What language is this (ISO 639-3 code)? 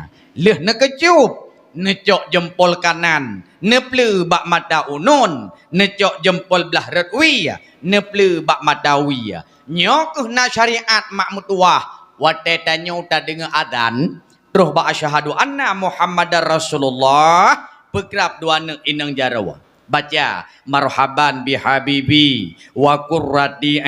ace